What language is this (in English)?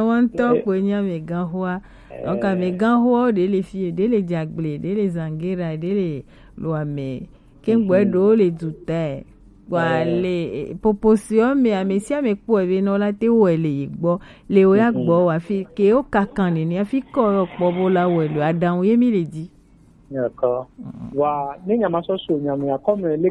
Gen